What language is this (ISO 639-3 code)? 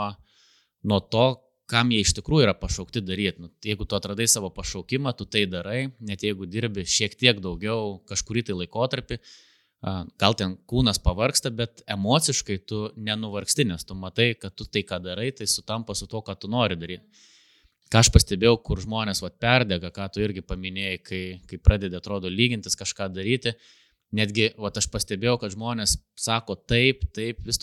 lit